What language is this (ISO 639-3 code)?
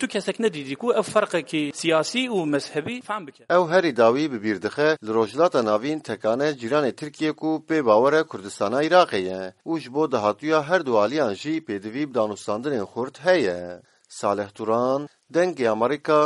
kur